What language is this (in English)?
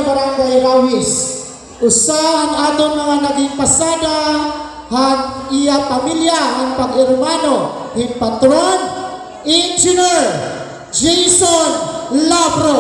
Waray